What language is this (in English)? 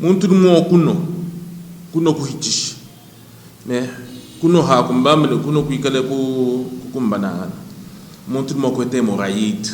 Luba-Lulua